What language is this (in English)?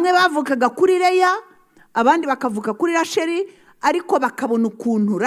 Kinyarwanda